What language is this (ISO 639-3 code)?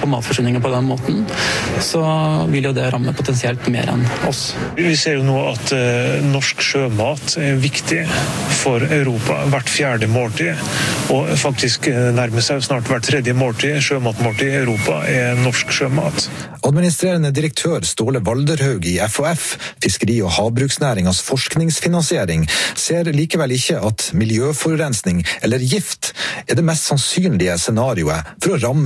nor